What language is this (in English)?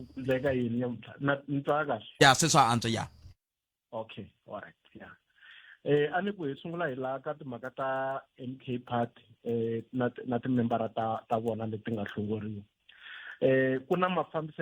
Tsonga